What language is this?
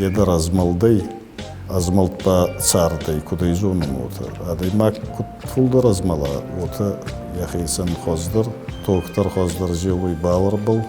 Ossetic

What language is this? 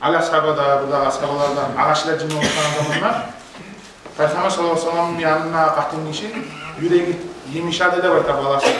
Kumyk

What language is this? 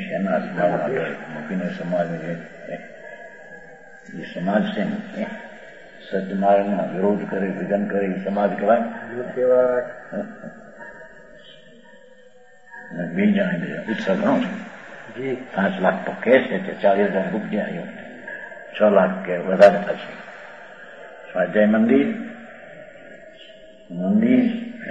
Gujarati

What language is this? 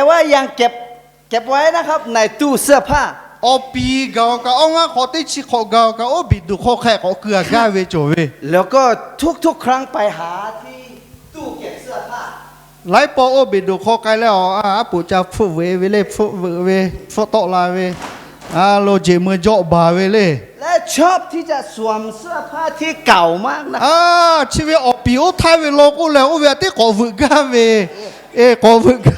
Lahu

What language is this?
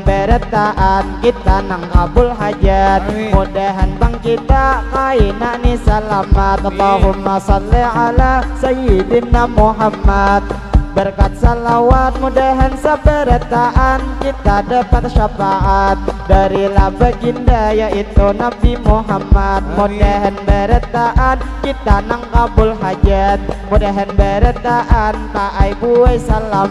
Banjar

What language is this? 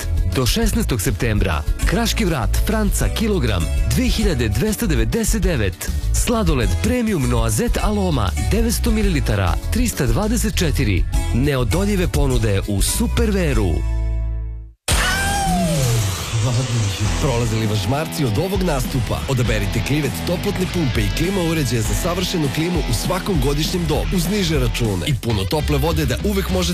Serbian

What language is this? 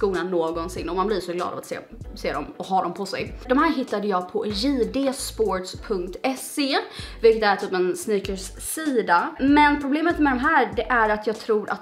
Swedish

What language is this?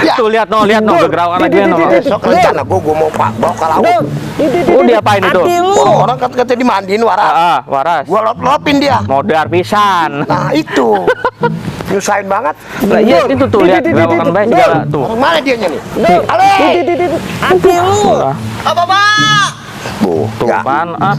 Betawi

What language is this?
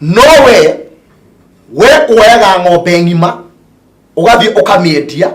Kikuyu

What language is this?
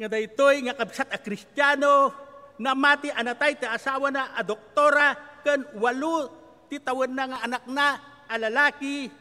Iloko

